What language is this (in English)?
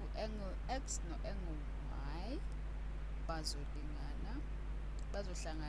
Zulu